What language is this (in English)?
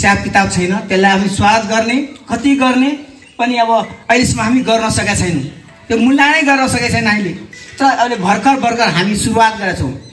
Nepali